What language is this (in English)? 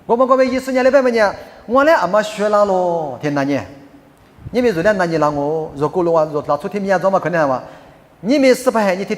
Lisu